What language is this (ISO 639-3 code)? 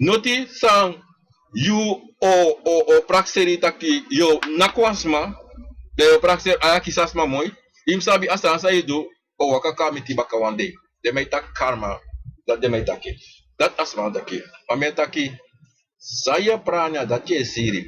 srn